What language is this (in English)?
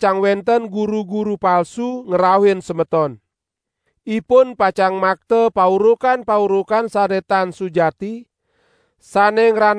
Balinese